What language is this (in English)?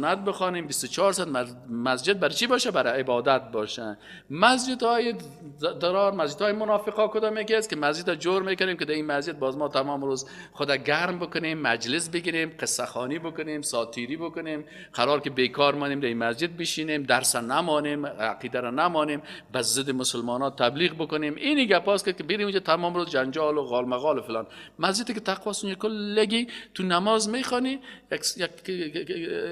Persian